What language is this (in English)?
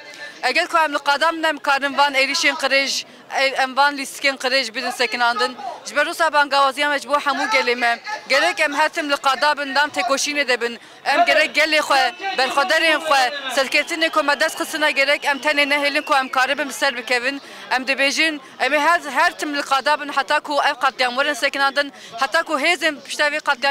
Kurdish